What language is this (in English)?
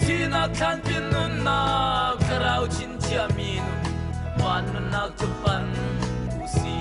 Hakha Chin